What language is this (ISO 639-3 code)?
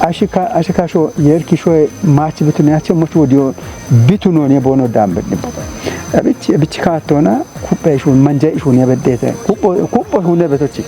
kbr